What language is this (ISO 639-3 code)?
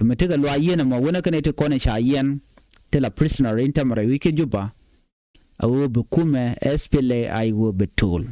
nus